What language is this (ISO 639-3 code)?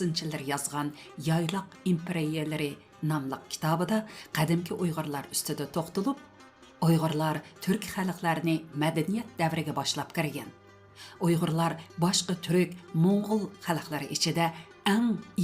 uig